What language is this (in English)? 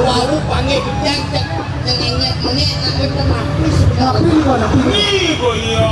Balinese